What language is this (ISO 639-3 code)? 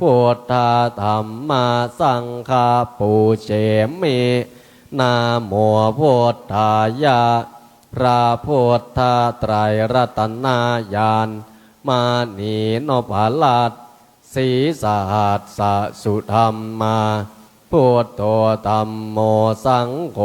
pli